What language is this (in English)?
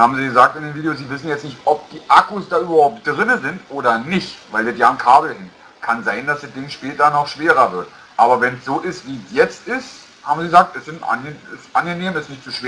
German